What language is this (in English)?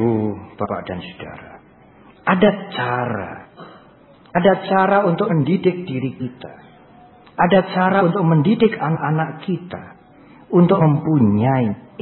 Indonesian